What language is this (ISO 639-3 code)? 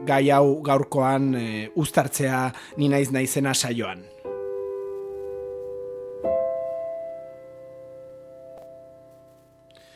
eus